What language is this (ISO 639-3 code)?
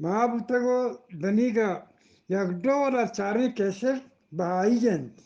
bgp